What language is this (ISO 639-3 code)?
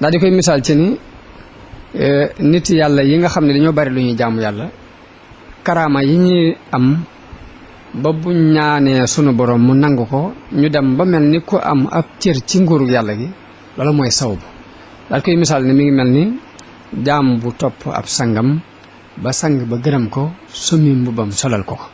wol